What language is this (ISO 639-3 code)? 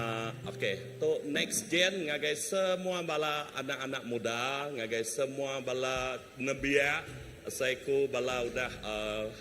iba